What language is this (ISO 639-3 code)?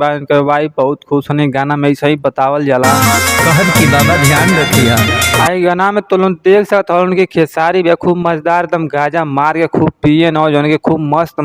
bho